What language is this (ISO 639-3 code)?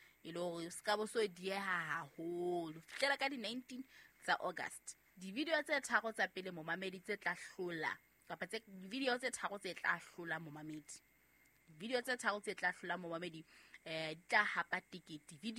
sot